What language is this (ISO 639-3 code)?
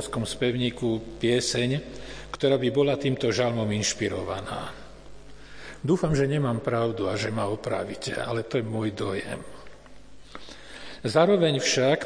slk